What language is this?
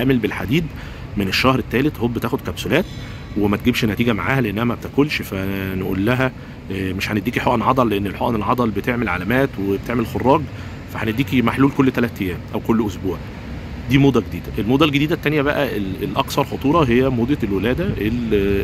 Egyptian Arabic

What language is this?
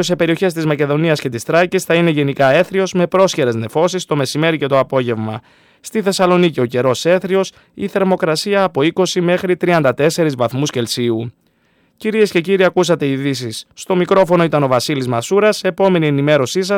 Greek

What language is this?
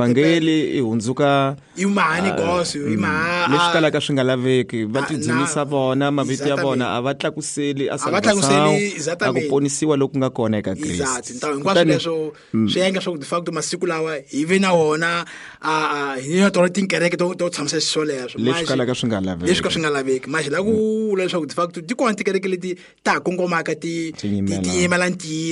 Tsonga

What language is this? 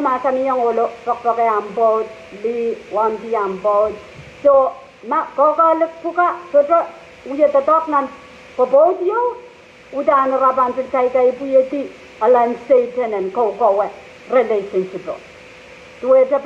Pohnpeian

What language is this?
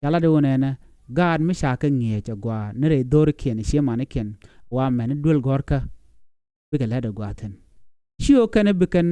Nuer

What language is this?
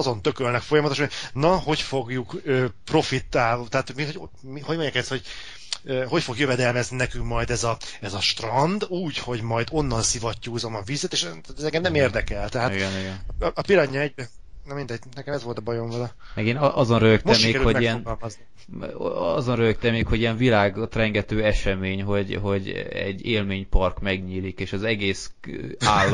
Hungarian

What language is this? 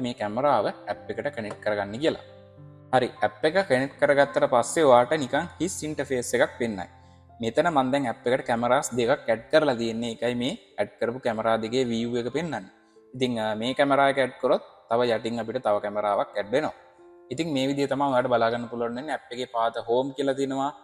Sinhala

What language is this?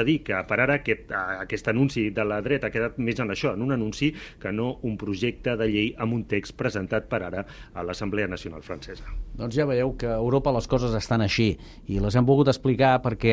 Catalan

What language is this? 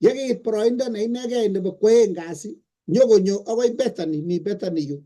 Kalenjin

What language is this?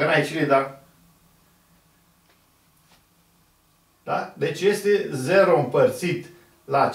Romanian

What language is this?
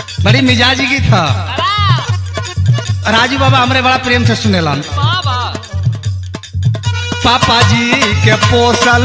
Bhojpuri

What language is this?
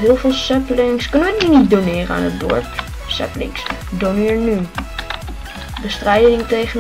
Dutch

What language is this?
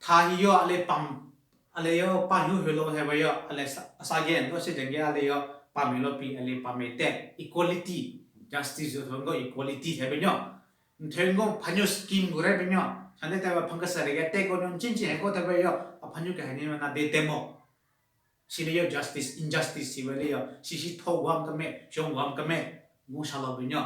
Southern Rengma Naga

